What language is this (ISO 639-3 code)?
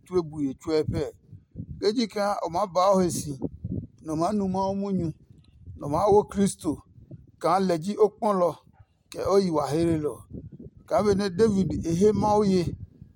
ada